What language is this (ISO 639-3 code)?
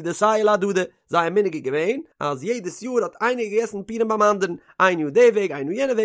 yid